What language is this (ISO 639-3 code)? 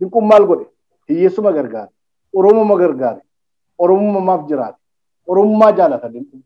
orm